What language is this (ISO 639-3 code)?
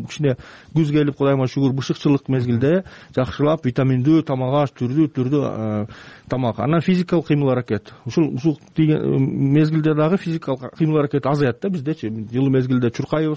kir